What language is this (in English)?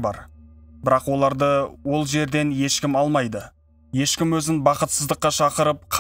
Kazakh